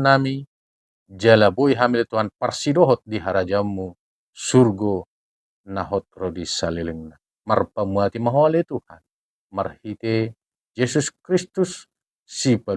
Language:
Batak Toba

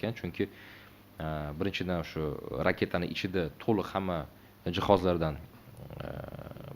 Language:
Uzbek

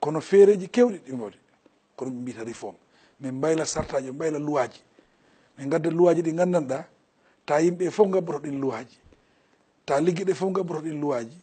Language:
Fula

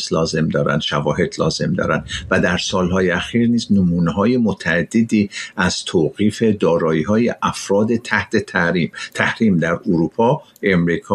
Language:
Persian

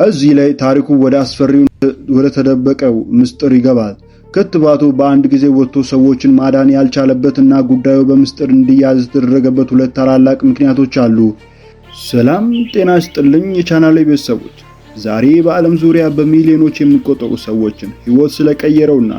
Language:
Amharic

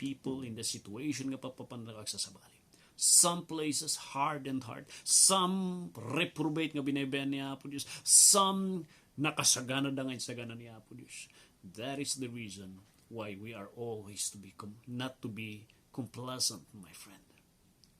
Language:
Iloko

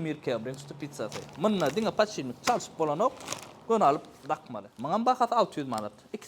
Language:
Turkmen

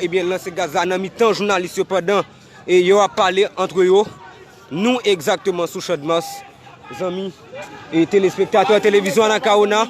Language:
Haitian Creole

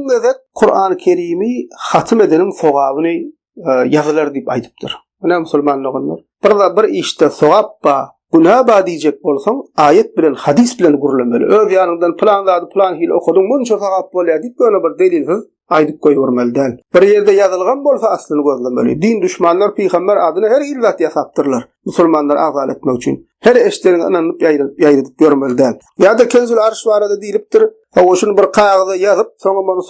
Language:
Turkmen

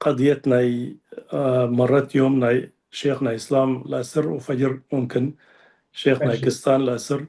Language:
Tigre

